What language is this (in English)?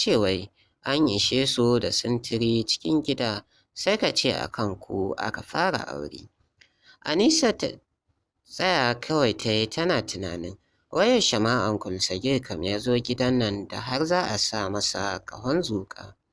Hausa